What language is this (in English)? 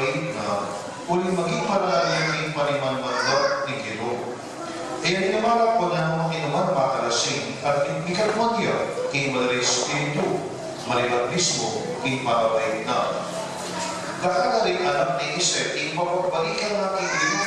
Pampanga